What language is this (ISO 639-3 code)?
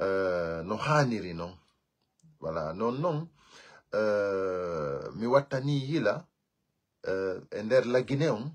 ful